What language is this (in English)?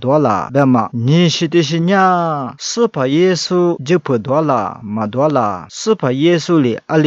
Lisu